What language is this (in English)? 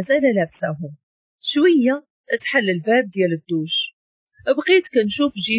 Moroccan Arabic